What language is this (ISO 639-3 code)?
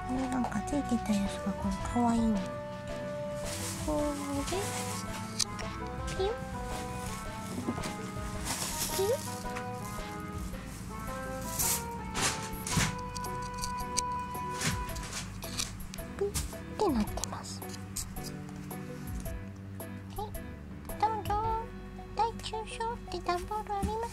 jpn